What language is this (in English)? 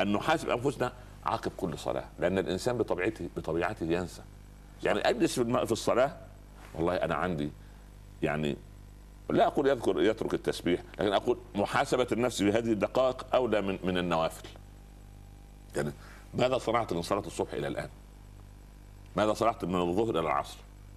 Arabic